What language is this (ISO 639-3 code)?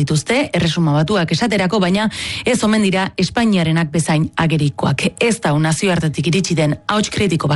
eus